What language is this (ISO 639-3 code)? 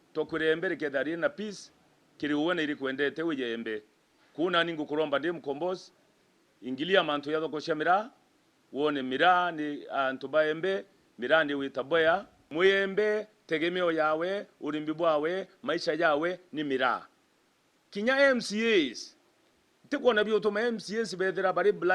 mer